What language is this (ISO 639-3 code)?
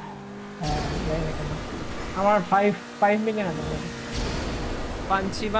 ben